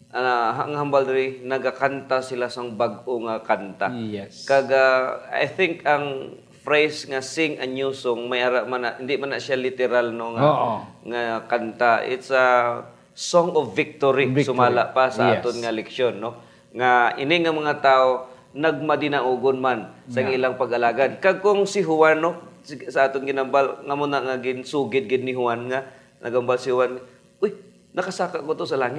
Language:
Hiligaynon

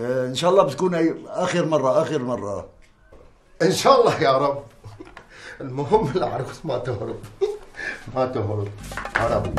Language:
North Levantine Arabic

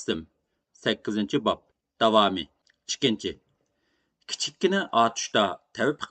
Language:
Uyghur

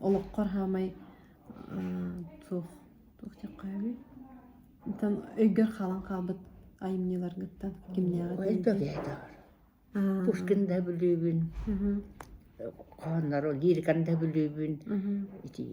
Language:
Yakut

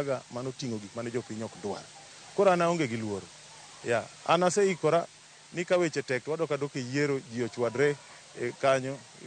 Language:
Luo (Kenya and Tanzania)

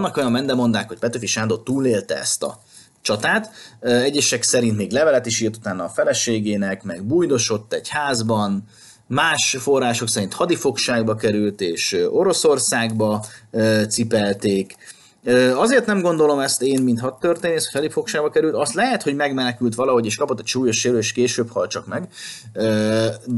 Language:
Hungarian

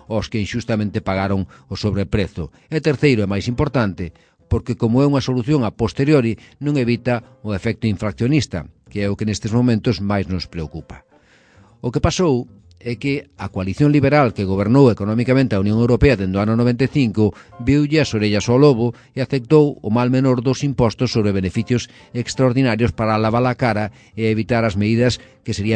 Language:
Galician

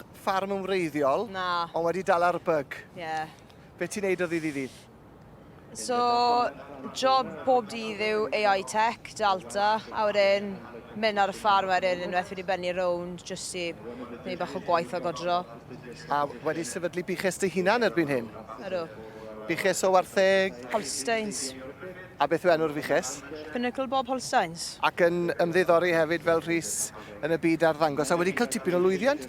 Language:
Welsh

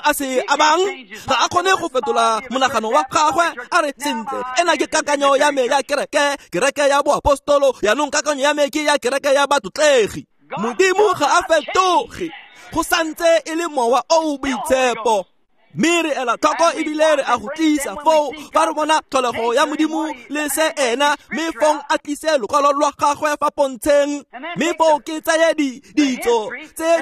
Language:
Tswana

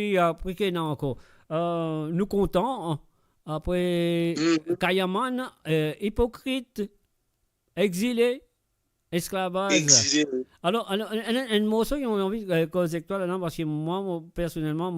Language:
Morisyen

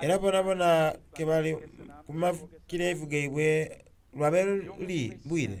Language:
Soga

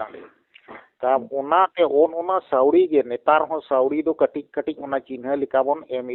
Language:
Santali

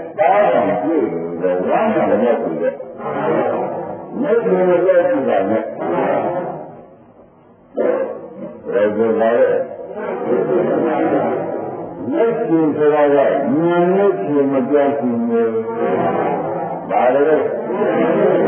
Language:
Burmese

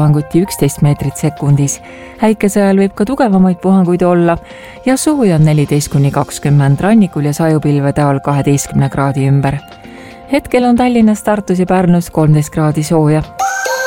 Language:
Estonian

